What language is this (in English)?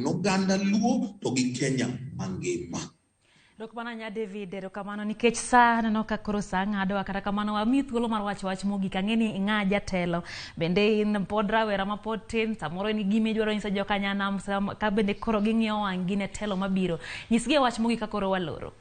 Luo (Kenya and Tanzania)